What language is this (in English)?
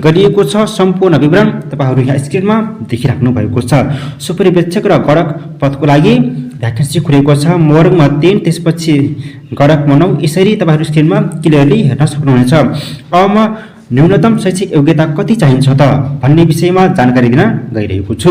Nepali